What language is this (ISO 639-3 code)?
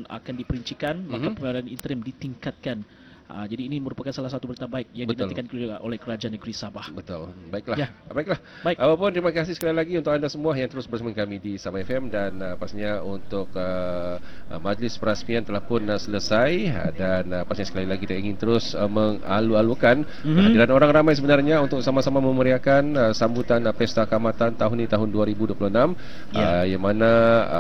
msa